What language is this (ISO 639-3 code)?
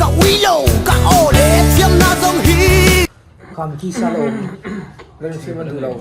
lus